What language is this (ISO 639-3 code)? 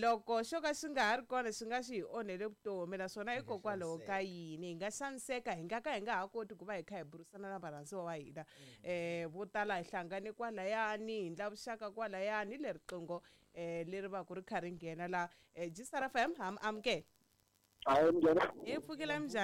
tso